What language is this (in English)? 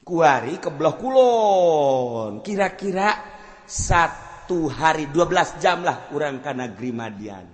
Sundanese